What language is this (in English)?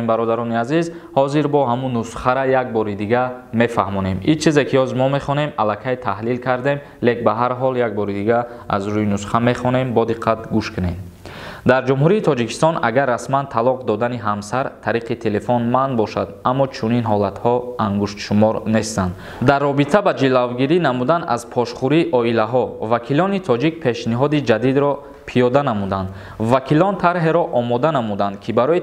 Tajik